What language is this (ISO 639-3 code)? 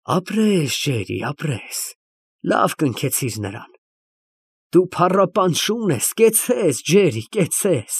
hye